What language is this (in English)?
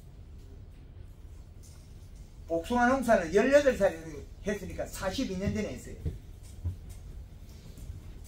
Korean